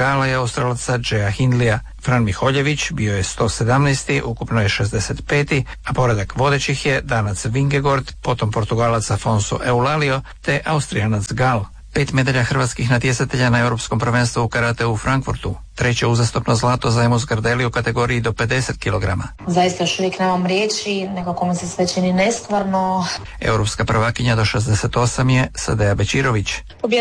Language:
Croatian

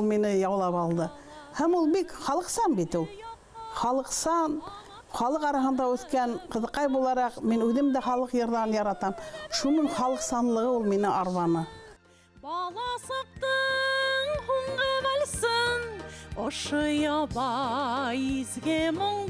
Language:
Bashkir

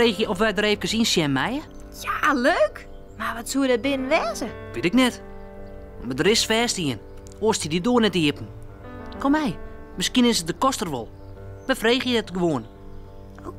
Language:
Western Frisian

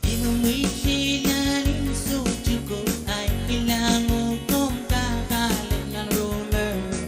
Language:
Pohnpeian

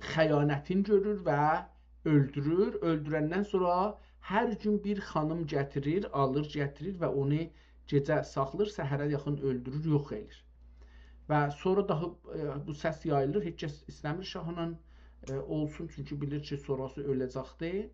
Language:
South Azerbaijani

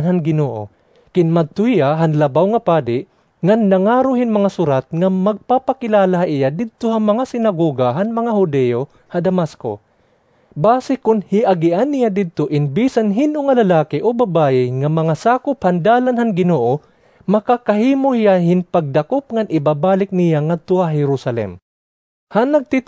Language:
Waray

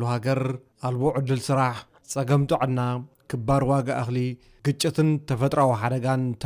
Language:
Tigrinya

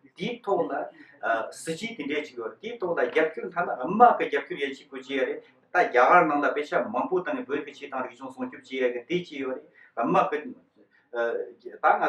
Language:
Tibetan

